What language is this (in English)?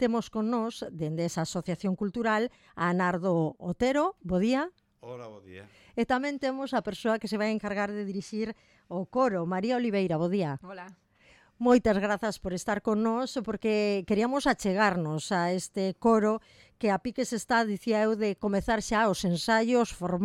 Galician